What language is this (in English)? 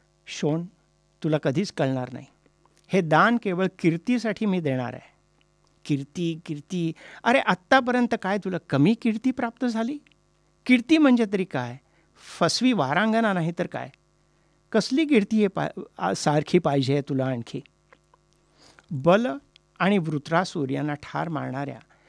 Marathi